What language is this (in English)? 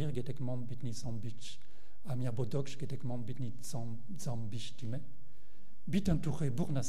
Mongolian